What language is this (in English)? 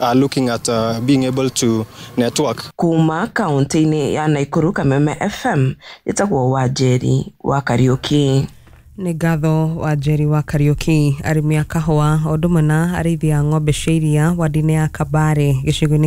Kikuyu